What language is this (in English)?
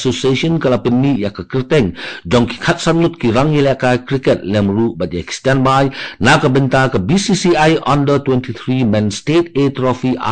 Khasi